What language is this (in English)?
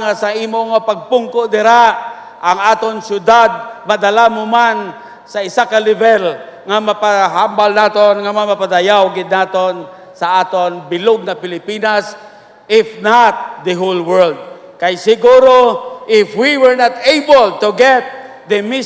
Hiligaynon